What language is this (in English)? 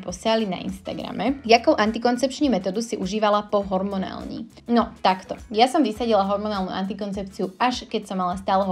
Slovak